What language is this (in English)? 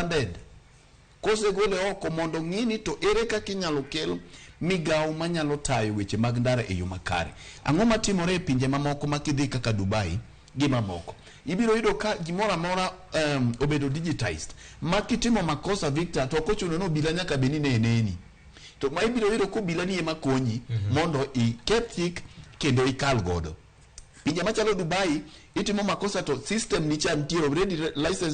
Luo (Kenya and Tanzania)